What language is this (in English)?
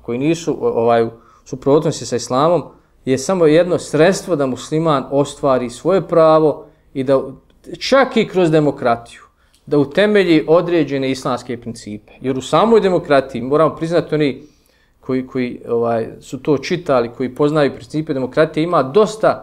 Bosnian